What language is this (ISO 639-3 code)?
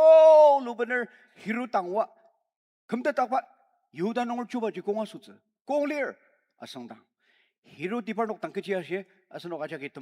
njo